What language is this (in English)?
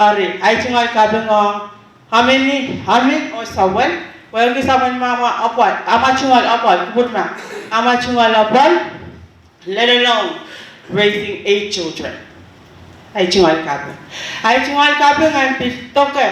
Pohnpeian